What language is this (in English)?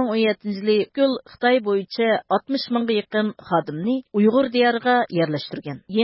Uyghur